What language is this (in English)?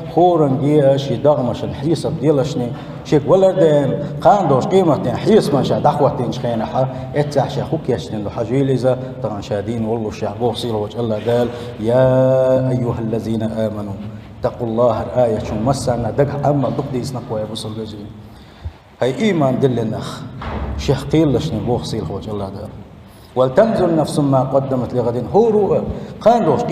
Chechen